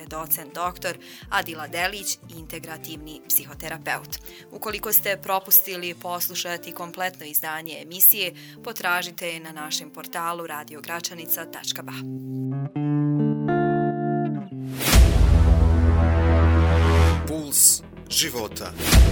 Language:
Bosnian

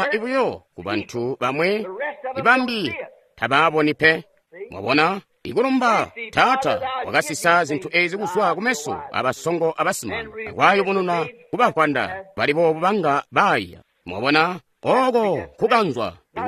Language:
Tonga (Zambia)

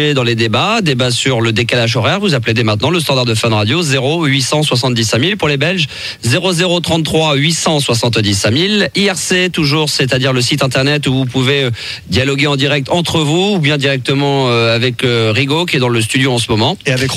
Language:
French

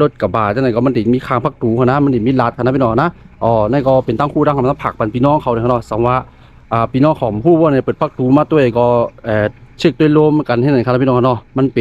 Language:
Shan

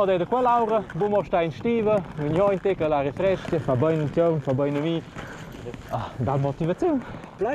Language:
Romansh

